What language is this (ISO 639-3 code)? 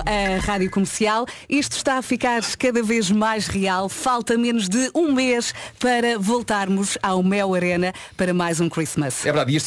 por